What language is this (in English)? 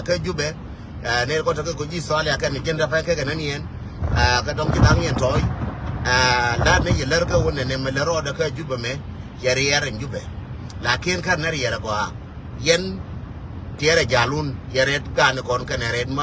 Nuer